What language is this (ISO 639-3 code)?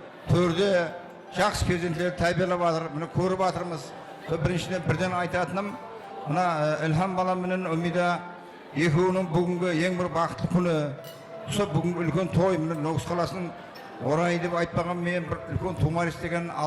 kaa